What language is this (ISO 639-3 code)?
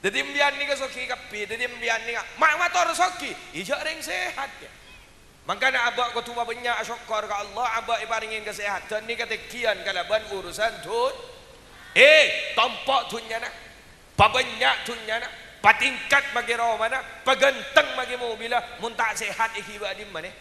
mad